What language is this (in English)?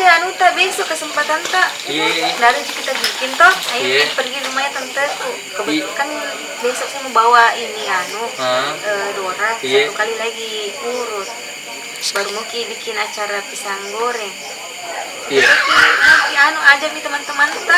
Makassar Malay